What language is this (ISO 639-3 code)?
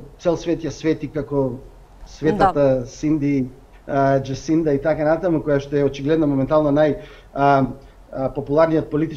mkd